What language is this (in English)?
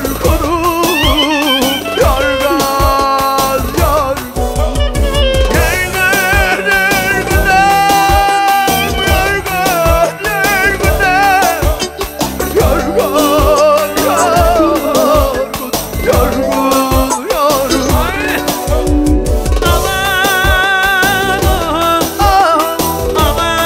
Turkish